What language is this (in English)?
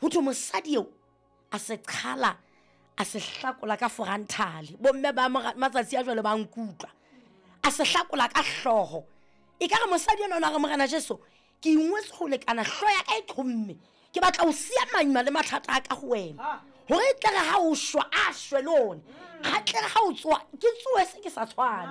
Southern Sotho